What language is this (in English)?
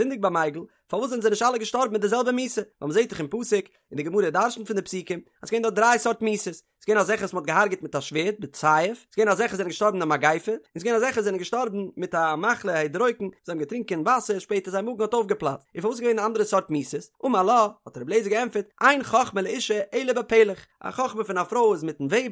Yiddish